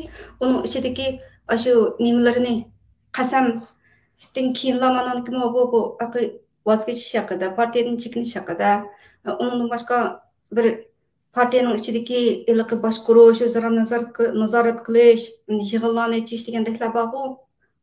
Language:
Uyghur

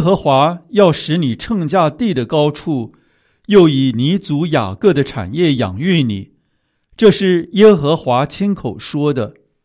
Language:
Chinese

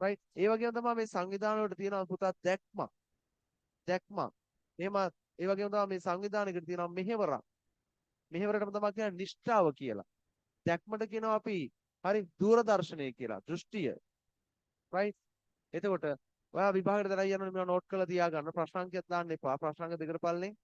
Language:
Sinhala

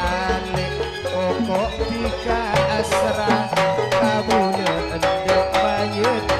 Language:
Madurese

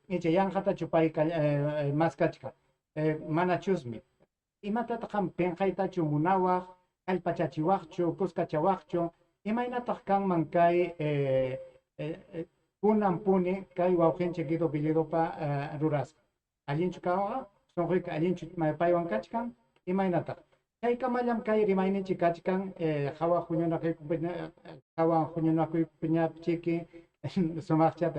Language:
Ayacucho Quechua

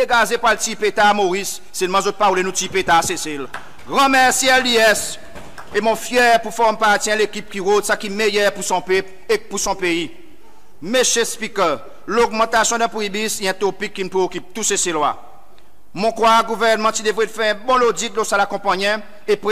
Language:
Seselwa Creole French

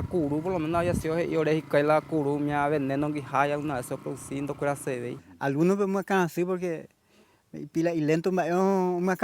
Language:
Guarani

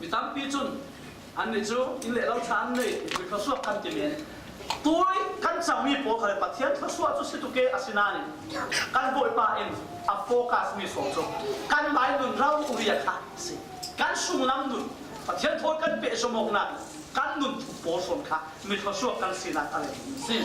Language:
Falam Chin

